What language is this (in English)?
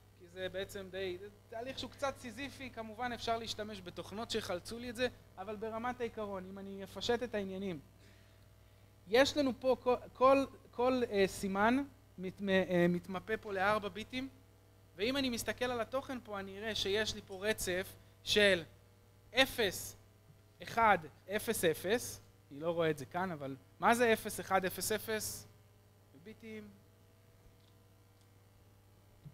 Hebrew